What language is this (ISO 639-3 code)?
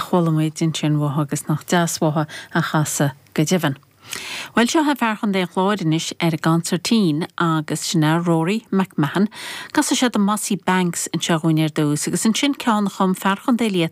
gle